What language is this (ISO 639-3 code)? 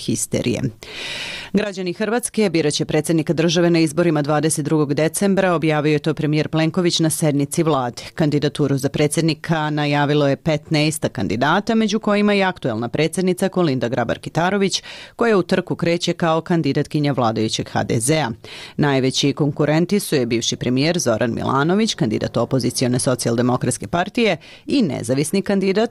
srp